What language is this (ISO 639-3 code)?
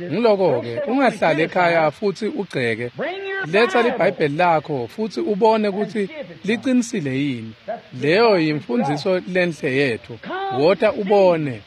ssw